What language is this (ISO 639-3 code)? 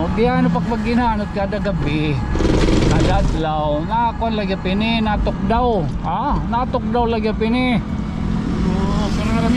war